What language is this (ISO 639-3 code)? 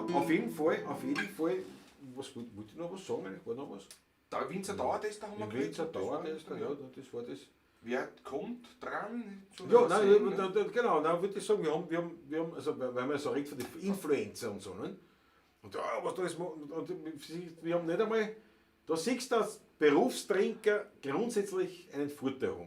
bar